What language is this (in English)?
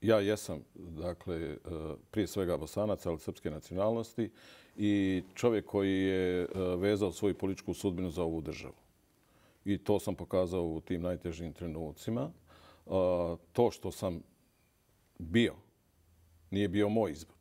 Bosnian